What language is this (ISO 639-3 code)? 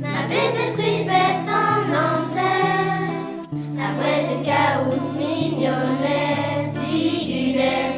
bre